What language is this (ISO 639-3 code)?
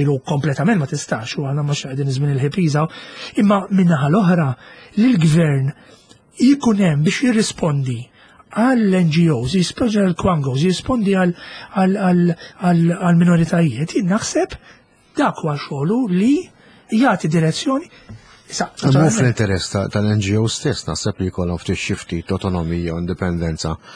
mlt